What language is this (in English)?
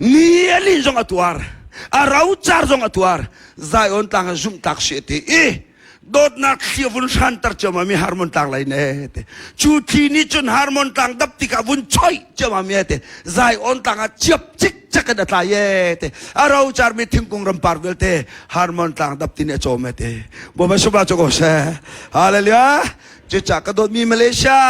Hakha Chin